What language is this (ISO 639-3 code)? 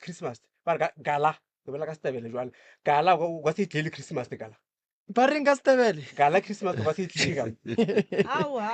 nso